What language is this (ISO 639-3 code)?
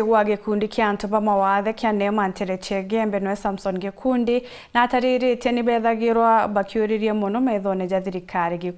mer